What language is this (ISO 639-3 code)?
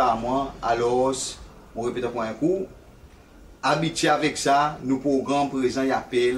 crs